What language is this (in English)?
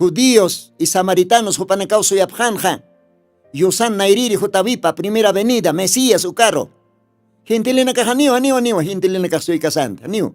Aymara